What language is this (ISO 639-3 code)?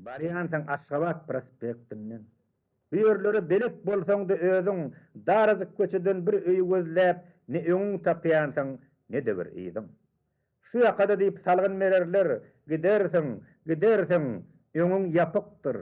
tuk